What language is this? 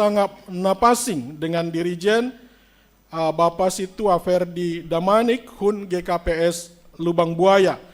Batak Simalungun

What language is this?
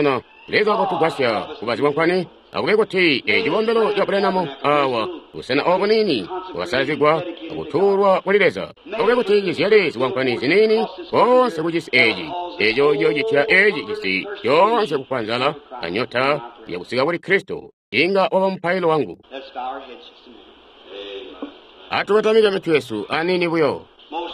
Tonga (Zambia)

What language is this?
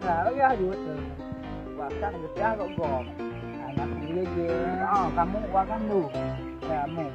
Achinese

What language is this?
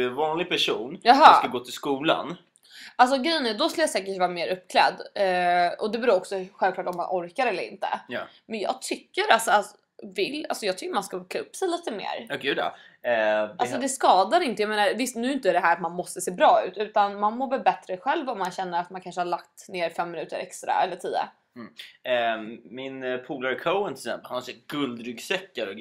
Swedish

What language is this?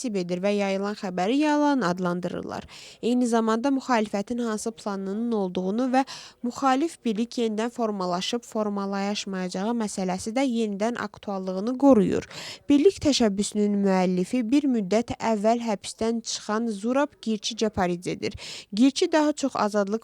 Azerbaijani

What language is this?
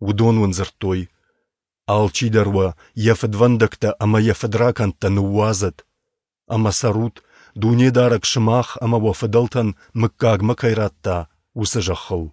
Ossetic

